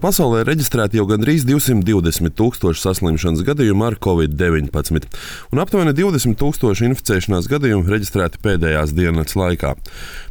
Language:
Latvian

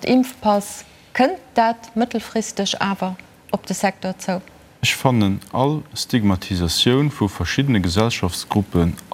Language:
Luxembourgish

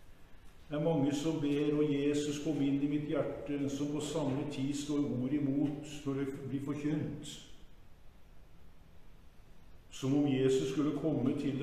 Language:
Norwegian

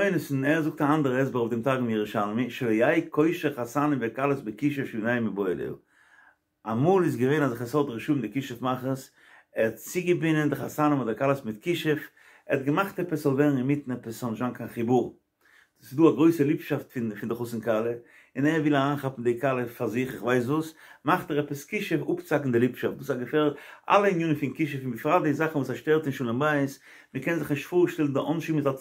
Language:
Yiddish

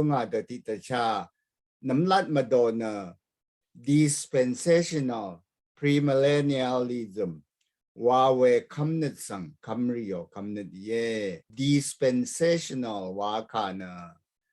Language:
Rawang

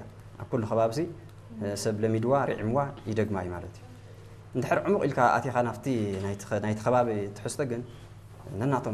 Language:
Tigrinya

